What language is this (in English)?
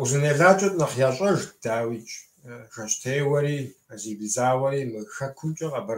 Kabardian